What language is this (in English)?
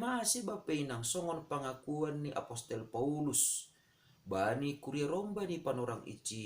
Batak Simalungun